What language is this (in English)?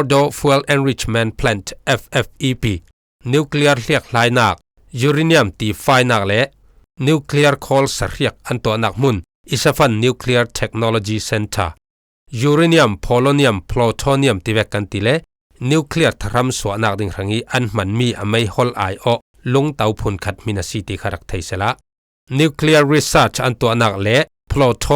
Falam Chin